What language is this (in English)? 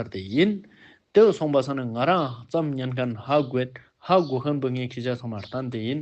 Ladakhi